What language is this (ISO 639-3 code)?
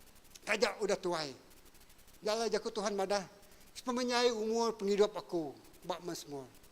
iba